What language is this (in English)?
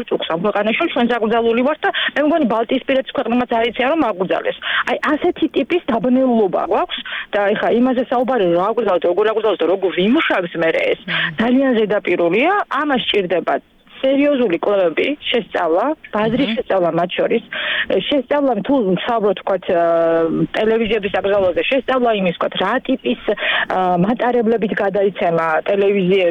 Georgian